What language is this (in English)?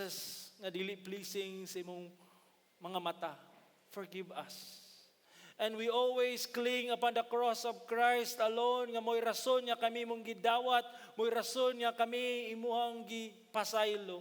Cebuano